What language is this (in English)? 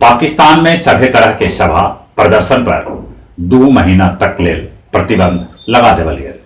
Magahi